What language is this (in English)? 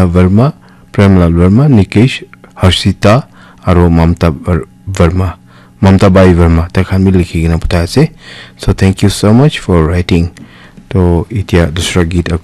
Naga Pidgin